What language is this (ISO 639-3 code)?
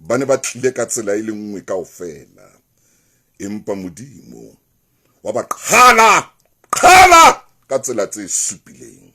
sot